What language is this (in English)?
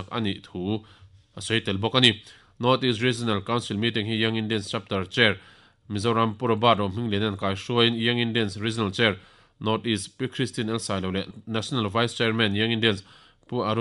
Mizo